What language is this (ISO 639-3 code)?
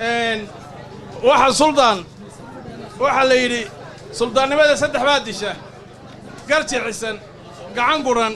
som